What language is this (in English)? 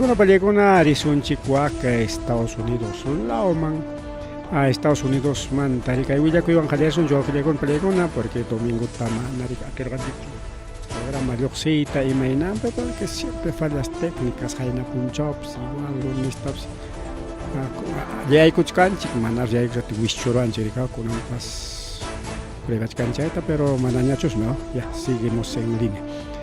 Ayacucho Quechua